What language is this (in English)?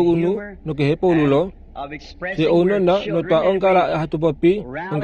Kuanyama